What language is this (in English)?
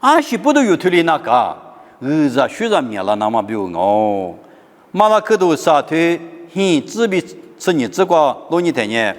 Lisu